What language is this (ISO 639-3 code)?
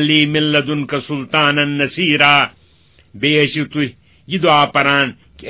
kas